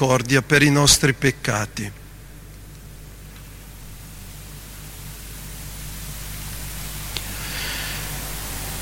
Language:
Italian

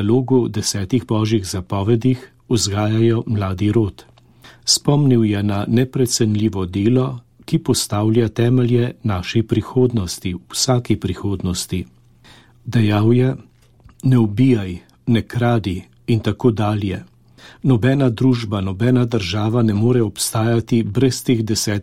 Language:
Slovenian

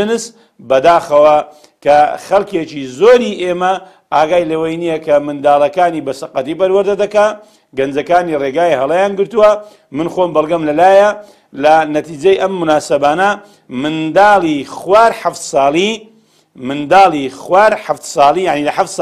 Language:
Central Kurdish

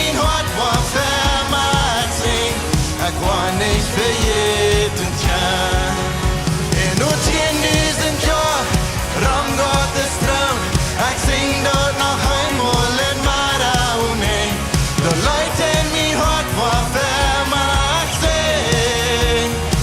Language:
Plautdietsch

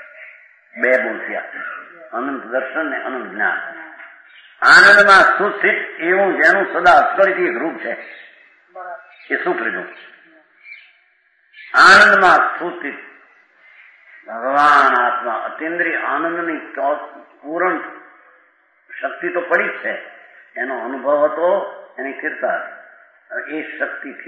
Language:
Gujarati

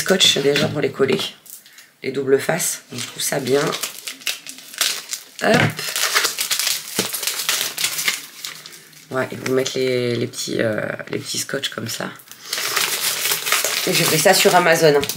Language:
French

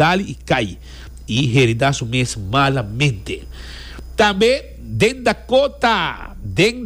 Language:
Papiamento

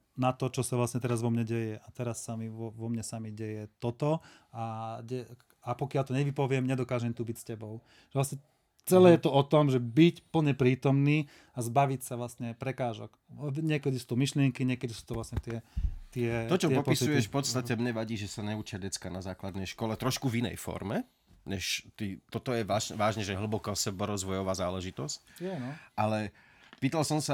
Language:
Slovak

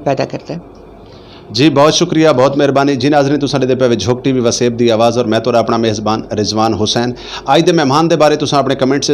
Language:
Saraiki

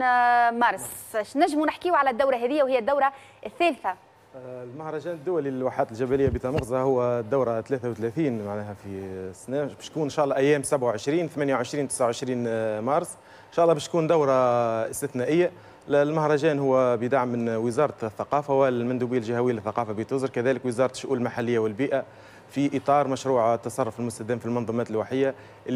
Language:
Tunisian Arabic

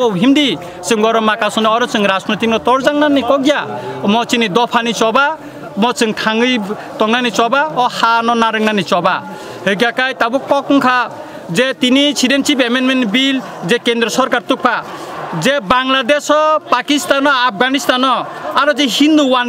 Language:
Kok Borok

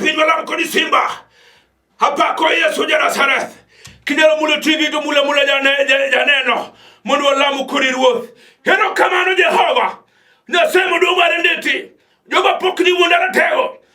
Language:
Luo (Kenya and Tanzania)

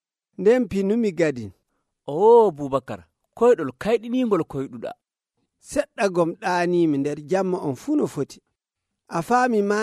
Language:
Nigerian Fulfulde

